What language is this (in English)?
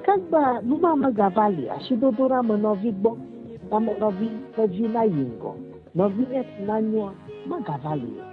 Ewe